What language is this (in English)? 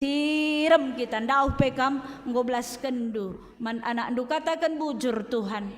Batak Karo